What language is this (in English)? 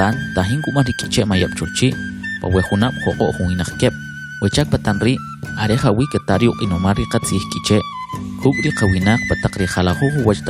Kʼicheʼ